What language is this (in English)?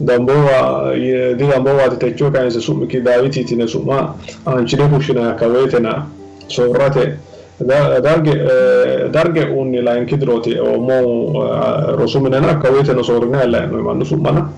Sidamo